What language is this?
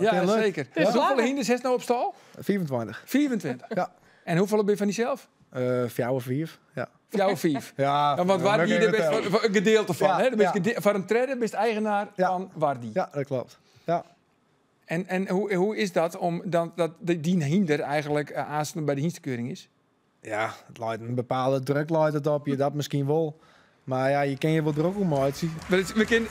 Western Frisian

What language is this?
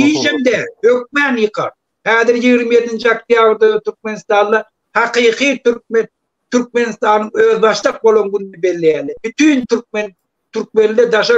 Turkmen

